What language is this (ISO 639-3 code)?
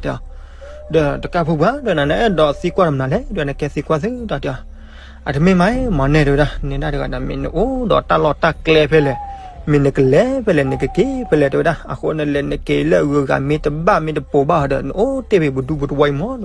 ksw